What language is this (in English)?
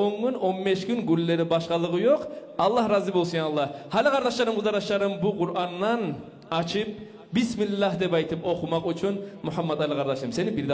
Kumyk